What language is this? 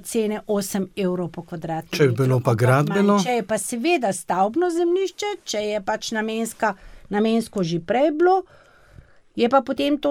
Slovenian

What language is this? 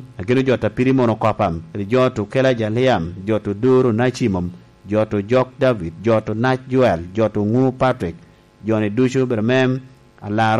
Lango (Uganda)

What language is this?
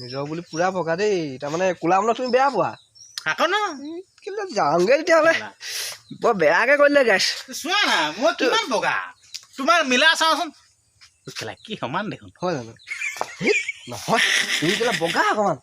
Assamese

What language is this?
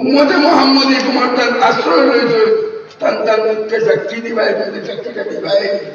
Sylheti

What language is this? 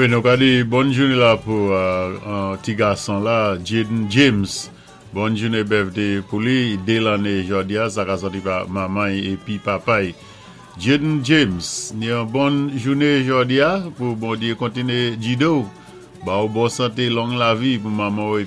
Saint Lucian Creole French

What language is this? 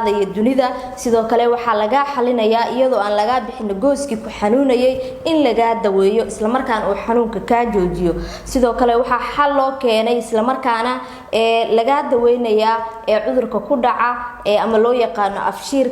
Somali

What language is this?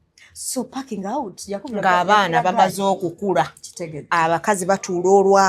Ganda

